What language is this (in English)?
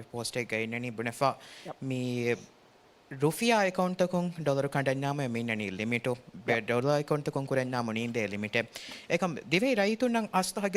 Divehi